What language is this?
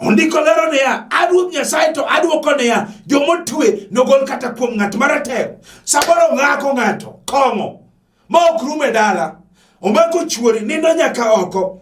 Luo (Kenya and Tanzania)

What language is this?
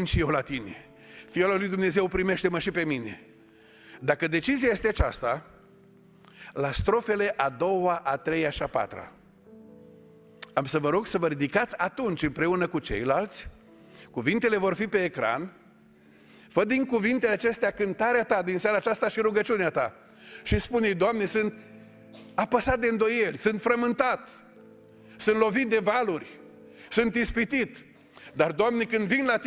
Romanian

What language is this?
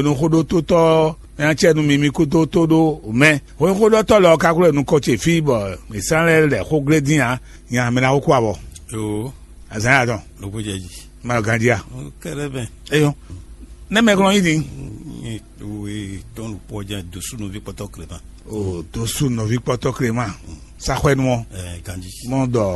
Fon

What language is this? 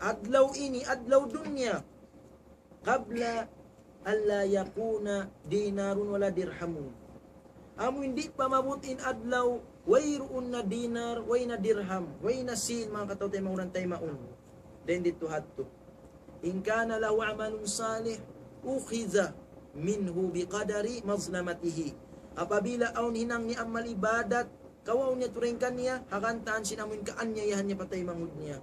Tausug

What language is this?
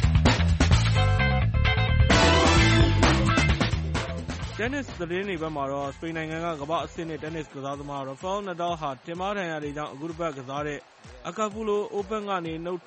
Burmese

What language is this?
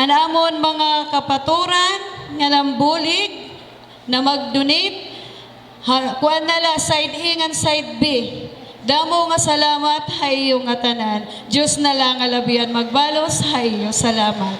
Waray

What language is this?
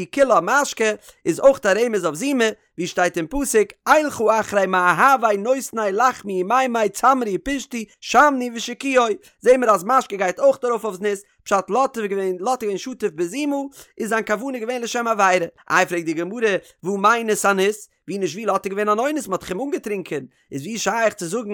Yiddish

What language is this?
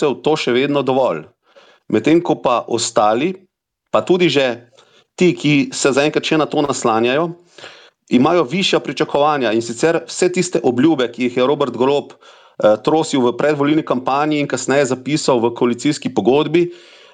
Slovenian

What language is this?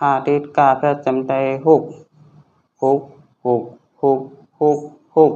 Shan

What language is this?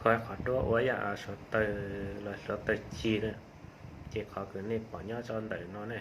Hmong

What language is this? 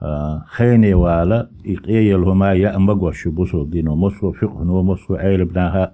Chechen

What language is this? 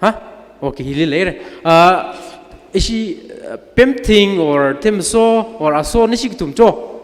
Tangkhul Naga (India)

